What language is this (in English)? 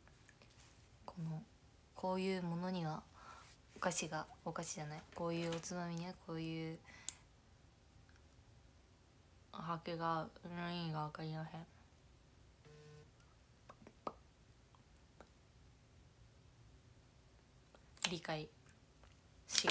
Japanese